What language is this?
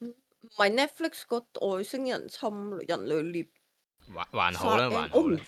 Cantonese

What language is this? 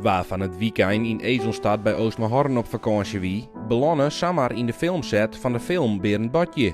Western Frisian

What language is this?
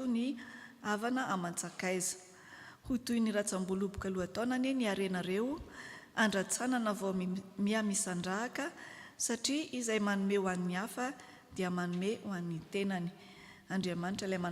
Malagasy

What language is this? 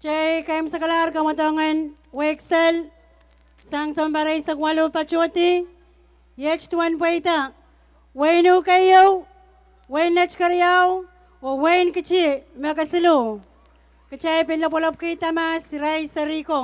Pohnpeian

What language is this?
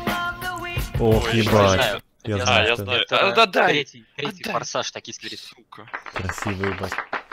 Russian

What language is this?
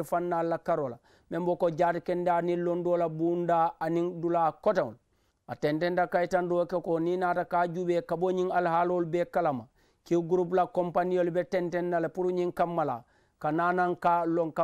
Mandingo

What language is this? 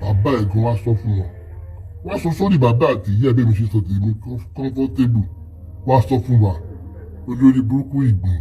Yoruba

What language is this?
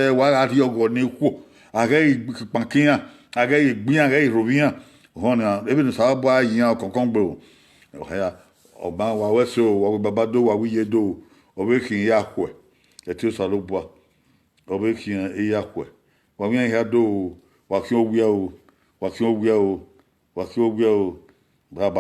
Bini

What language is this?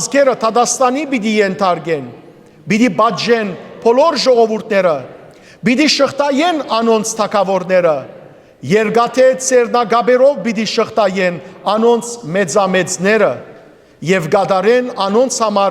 Western Armenian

